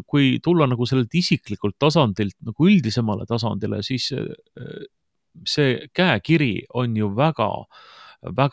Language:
Estonian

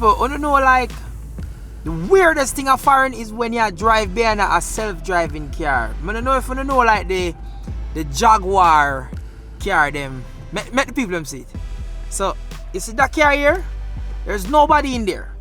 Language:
Jamaican Creole English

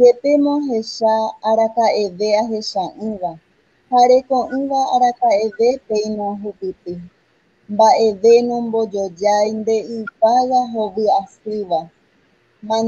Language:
Guarani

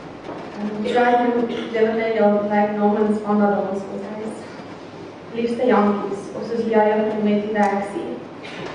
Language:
Afrikaans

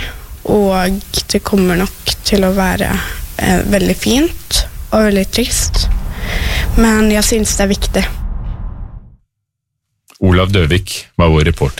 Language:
Norwegian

